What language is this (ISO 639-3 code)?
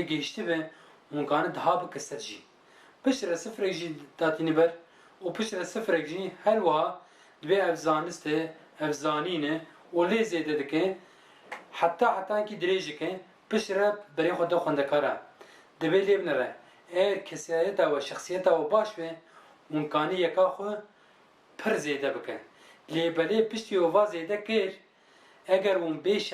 kur